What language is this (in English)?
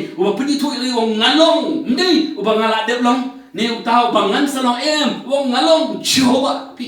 Khasi